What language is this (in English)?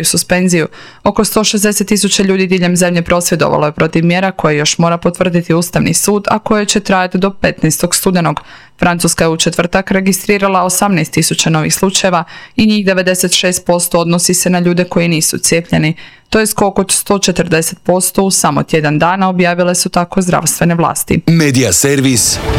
Croatian